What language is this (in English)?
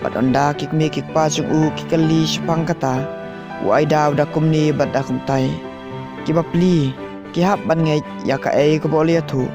Khasi